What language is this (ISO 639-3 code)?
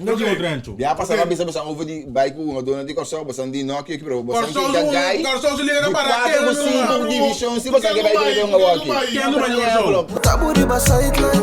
pap